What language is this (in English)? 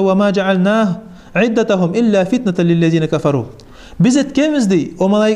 Kumyk